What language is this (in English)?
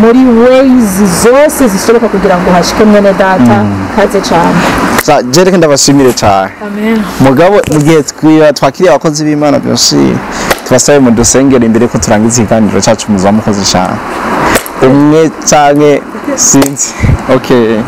Rundi